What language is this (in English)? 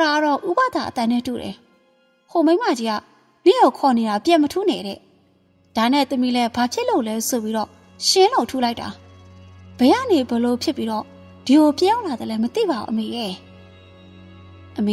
Burmese